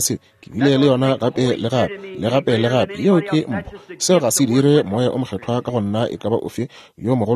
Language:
Northern Sotho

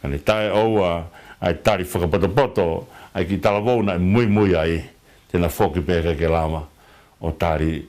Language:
Tongan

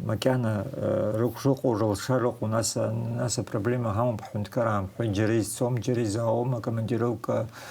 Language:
Abkhazian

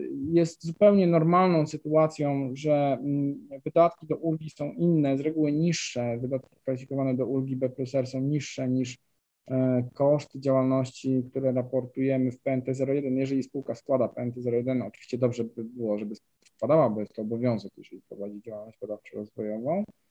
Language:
Polish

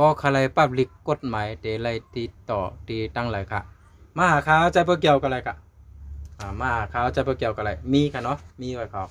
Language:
Shan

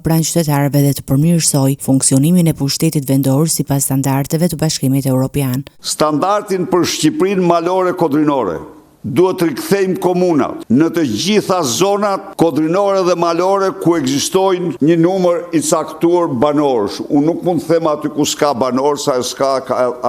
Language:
Albanian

